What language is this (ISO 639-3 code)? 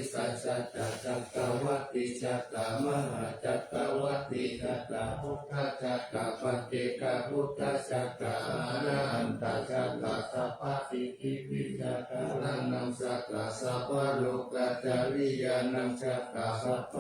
pli